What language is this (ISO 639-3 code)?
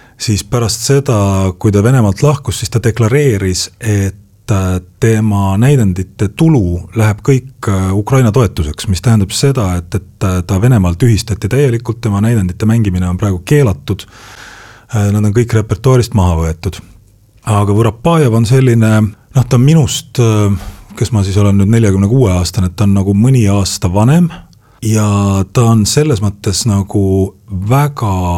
est